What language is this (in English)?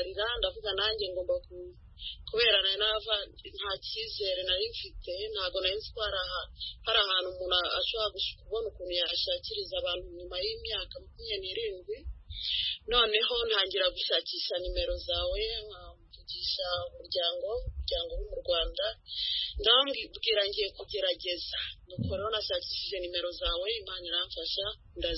Kinyarwanda